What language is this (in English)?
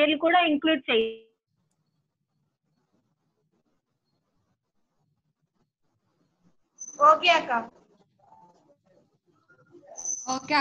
Telugu